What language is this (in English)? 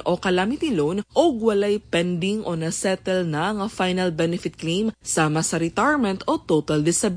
Cebuano